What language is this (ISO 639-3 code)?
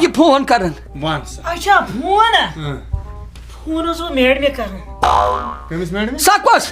kas